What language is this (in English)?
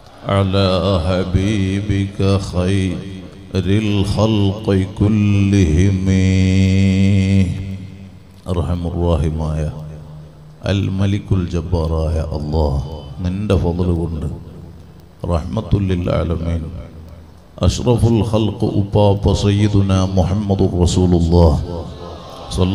Malayalam